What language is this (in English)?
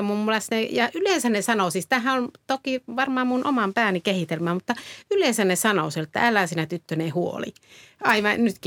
Finnish